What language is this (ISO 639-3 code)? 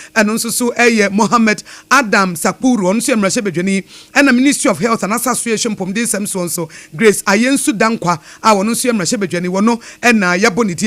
aka